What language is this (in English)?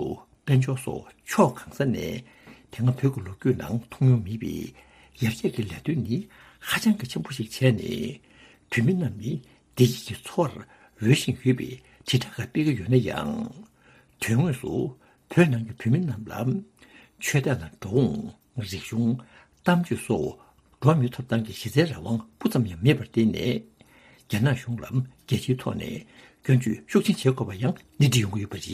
Tibetan